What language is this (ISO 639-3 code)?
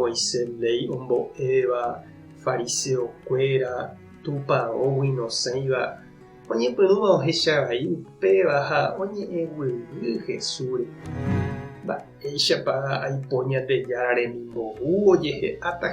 grn